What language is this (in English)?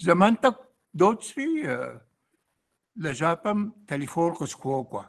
Kabardian